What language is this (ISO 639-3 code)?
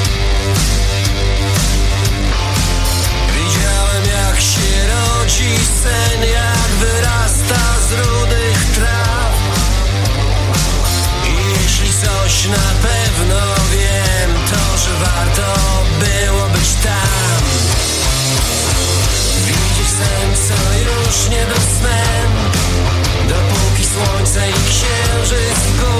pol